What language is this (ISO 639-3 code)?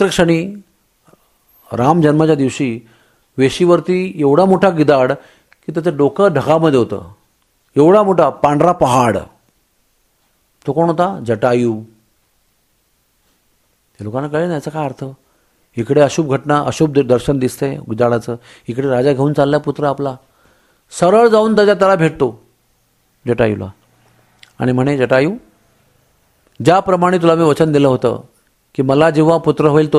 mar